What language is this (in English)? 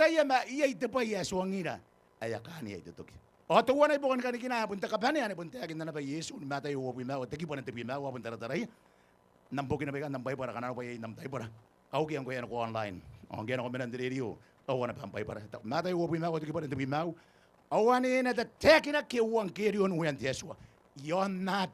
Gilbertese